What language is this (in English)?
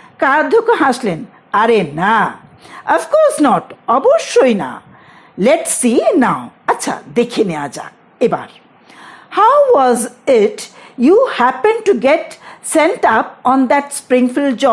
Bangla